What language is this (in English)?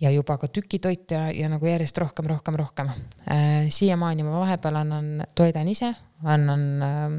Estonian